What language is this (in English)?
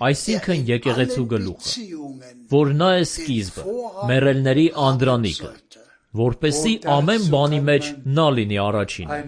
Armenian